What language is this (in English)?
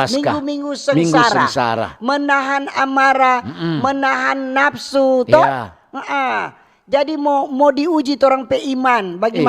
Manado Malay